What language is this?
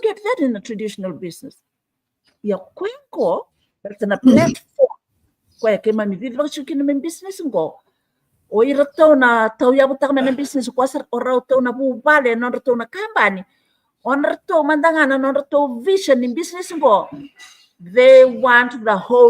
Fijian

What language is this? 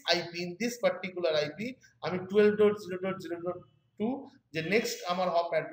Bangla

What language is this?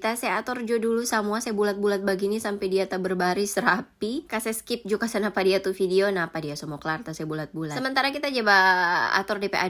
Manado Malay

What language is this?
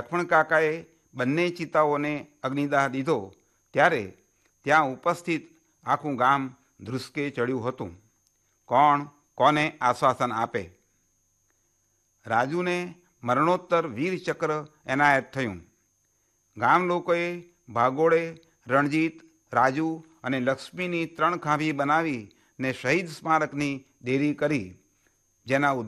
Gujarati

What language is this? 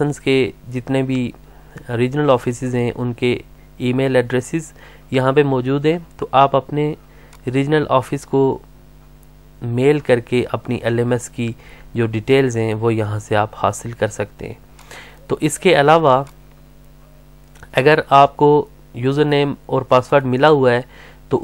Hindi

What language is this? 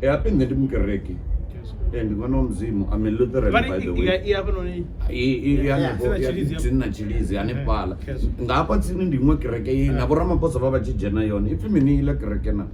Venda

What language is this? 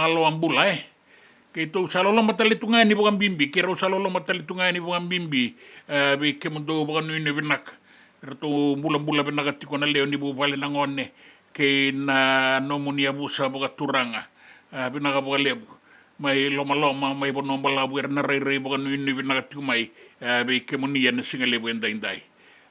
Fijian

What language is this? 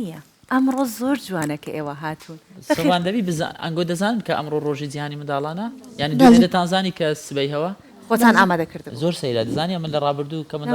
Central Kurdish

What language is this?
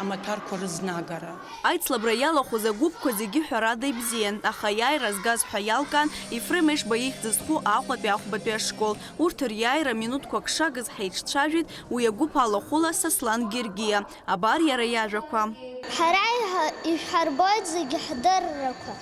Abkhazian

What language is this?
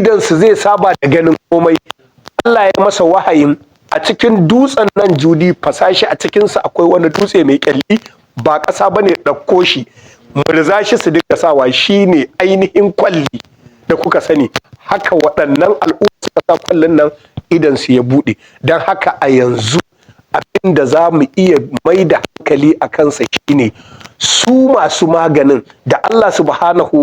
Hausa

